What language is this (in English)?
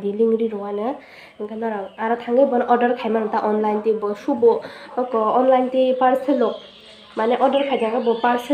Kok Borok